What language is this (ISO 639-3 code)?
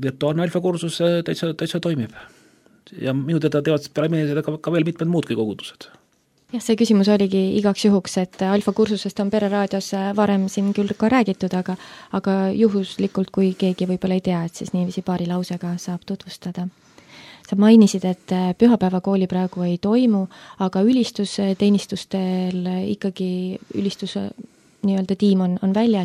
est